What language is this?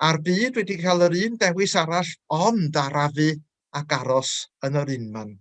Welsh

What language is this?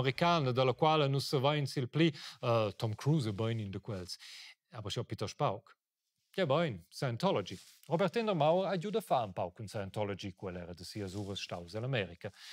Romansh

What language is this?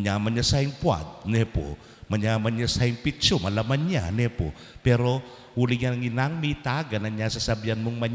Pampanga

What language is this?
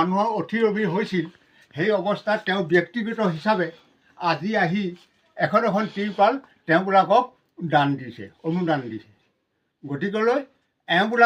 Assamese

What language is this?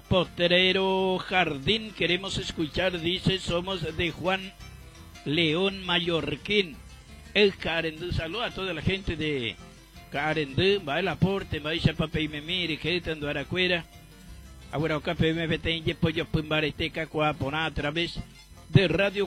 Guarani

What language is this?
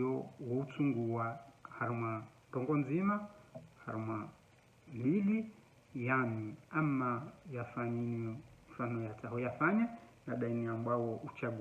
Ngazidja Comorian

